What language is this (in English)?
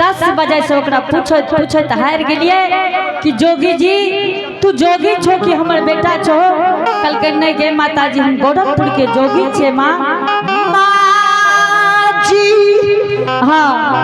Angika